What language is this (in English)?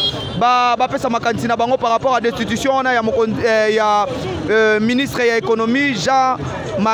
Lingala